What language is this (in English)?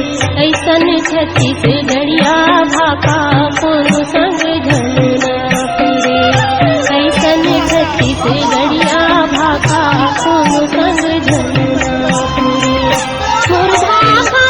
Chhattisgarhi